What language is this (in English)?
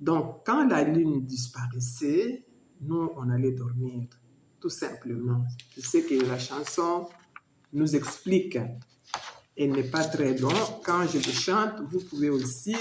Luba-Lulua